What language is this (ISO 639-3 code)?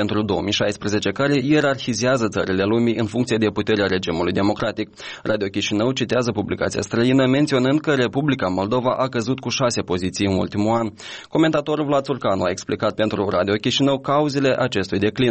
ron